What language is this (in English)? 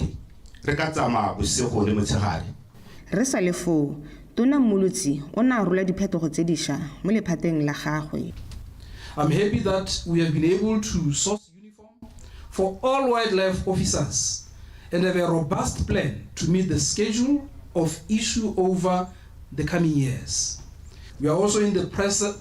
Tswana